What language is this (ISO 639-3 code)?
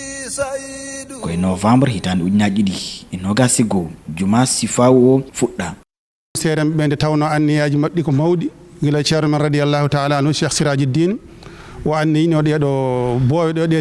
ful